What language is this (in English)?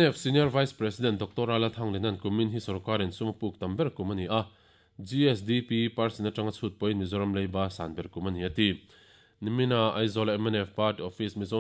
Mizo